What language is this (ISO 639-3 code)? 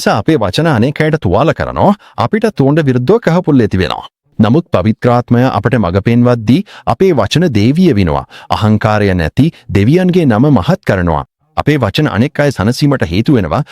sin